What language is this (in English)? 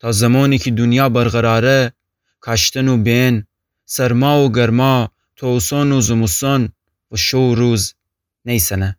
Gilaki